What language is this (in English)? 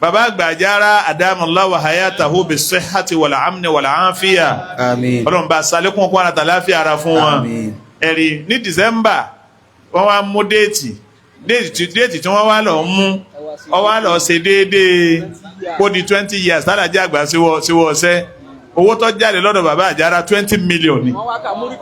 Yoruba